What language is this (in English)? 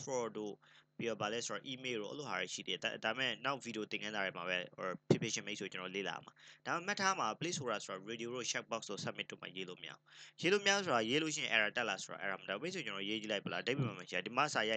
Burmese